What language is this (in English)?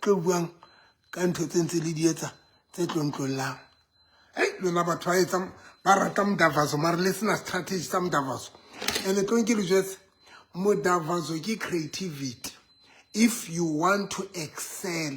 Southern Sotho